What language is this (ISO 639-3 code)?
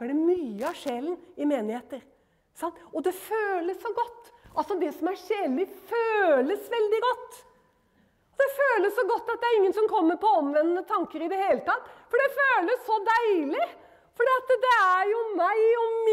nor